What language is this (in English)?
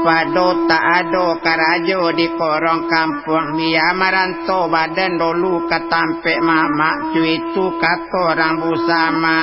Minangkabau